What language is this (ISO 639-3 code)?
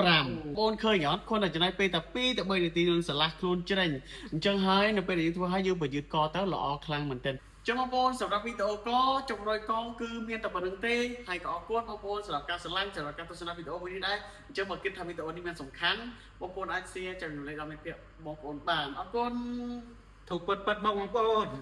khm